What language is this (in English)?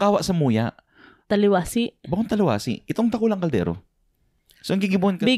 Bikol